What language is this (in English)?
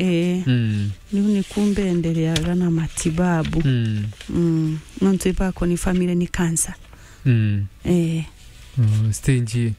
Meru